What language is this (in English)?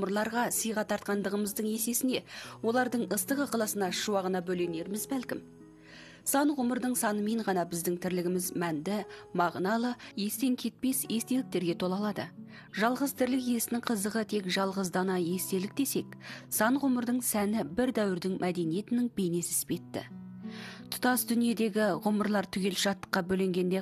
Kazakh